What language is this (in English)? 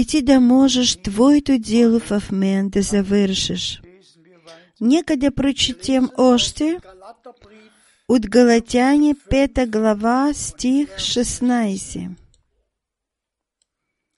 Bulgarian